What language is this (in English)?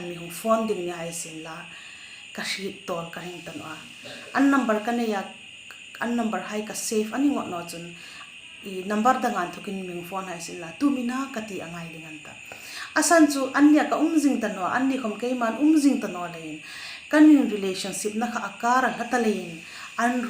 Hmar